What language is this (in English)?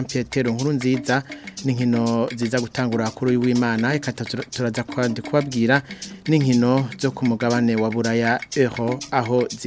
Rundi